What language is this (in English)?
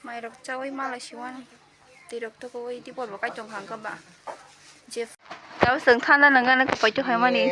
Kok Borok